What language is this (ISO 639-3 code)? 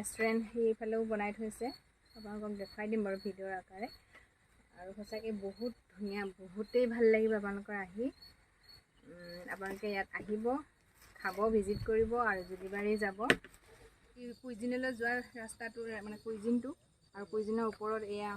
asm